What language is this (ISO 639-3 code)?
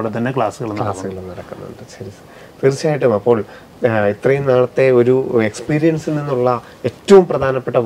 mal